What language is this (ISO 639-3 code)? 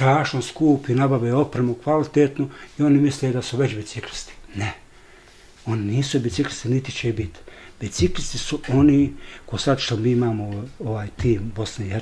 bos